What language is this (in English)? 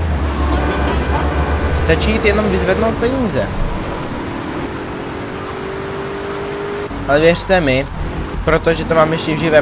Czech